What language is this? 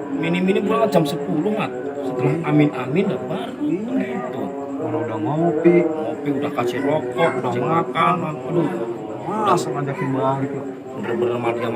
Betawi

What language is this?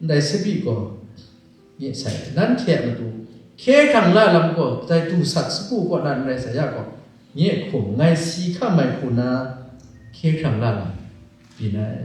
Kachin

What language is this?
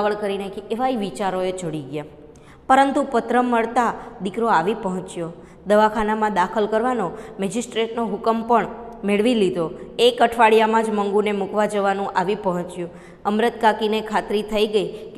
Gujarati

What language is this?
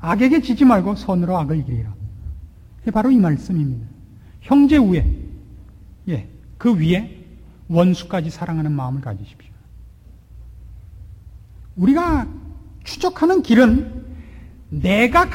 Korean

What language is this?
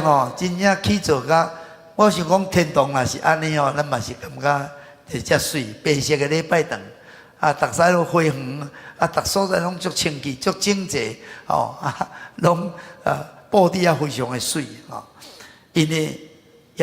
Min Nan Chinese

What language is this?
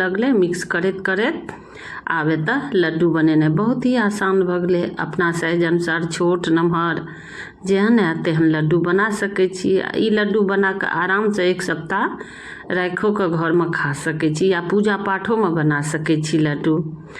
Maithili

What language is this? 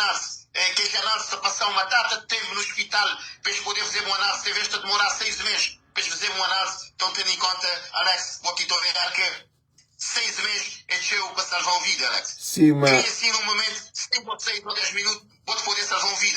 Kabuverdianu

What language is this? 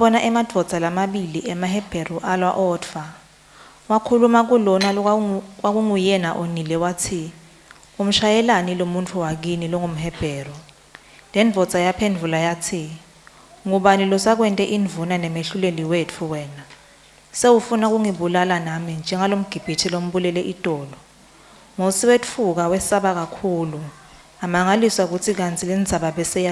Swati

